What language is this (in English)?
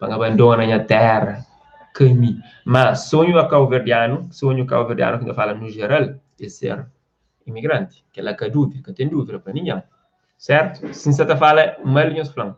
Kabuverdianu